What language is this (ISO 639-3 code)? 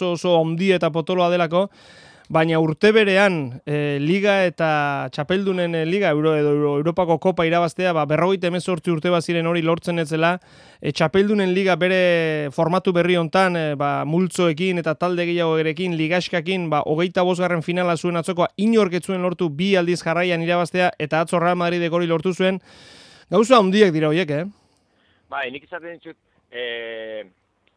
eus